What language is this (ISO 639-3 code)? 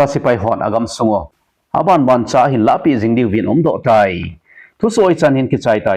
tcz